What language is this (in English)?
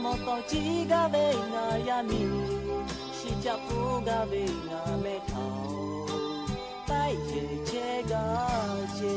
Lahu